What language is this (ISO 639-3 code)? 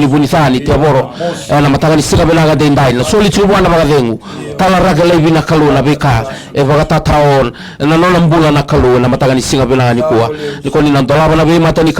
fij